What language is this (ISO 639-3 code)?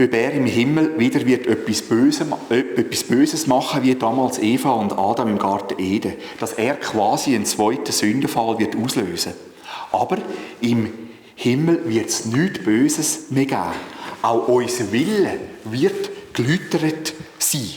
gsw